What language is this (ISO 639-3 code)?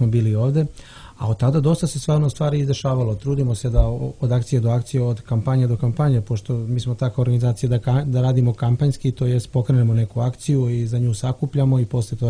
srp